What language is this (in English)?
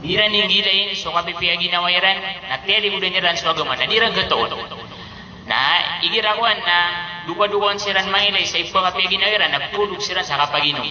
Maranao